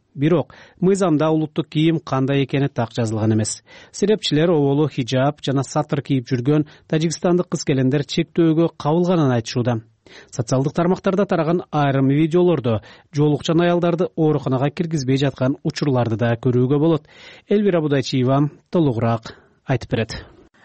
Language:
Kyrgyz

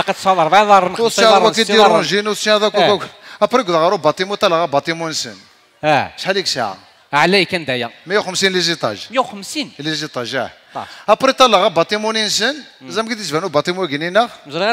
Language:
Kabyle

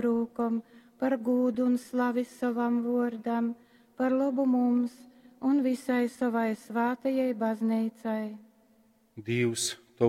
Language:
Latgalian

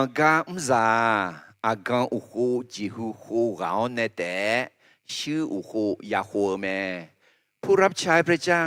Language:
Akha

